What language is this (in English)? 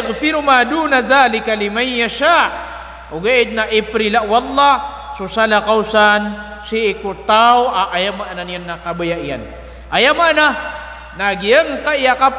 Maranao